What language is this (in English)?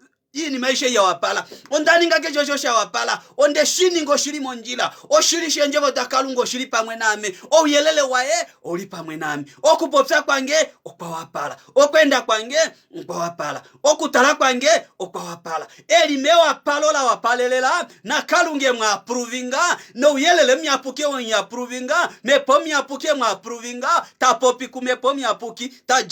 Kuanyama